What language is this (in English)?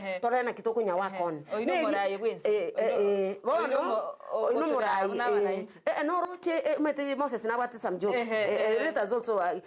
Gusii